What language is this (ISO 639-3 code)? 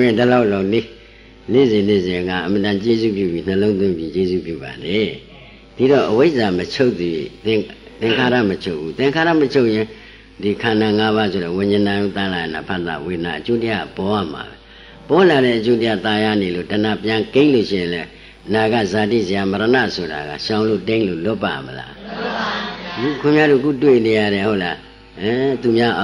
mya